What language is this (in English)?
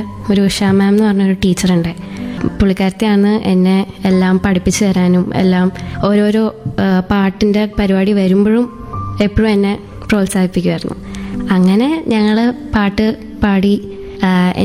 Malayalam